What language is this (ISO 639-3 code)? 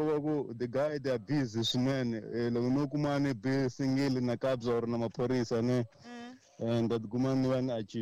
tso